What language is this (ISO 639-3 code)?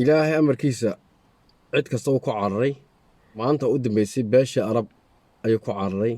som